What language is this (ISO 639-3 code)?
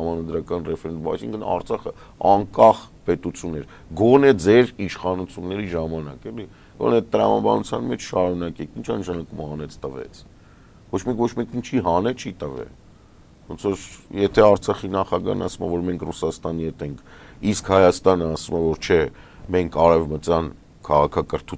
hye